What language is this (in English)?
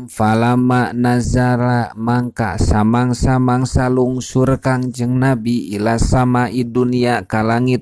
Sundanese